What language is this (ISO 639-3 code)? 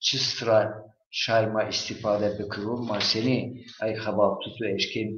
zza